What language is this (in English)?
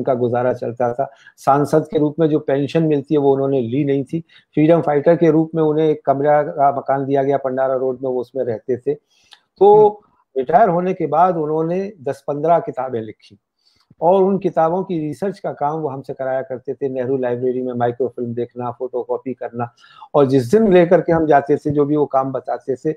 Hindi